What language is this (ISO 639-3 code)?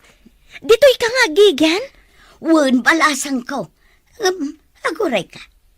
ilo